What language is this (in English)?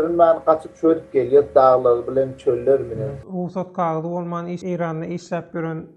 Turkmen